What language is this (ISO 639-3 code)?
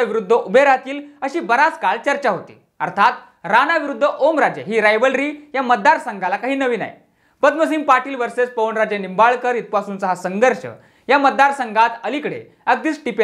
mar